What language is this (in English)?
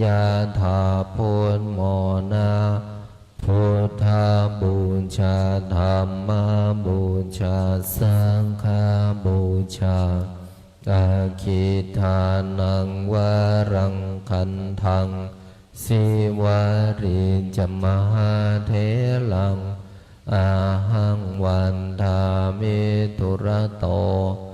Pali